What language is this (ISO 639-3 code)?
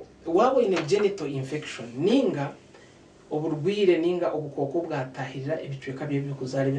nyn